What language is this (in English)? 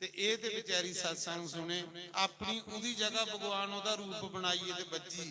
Dogri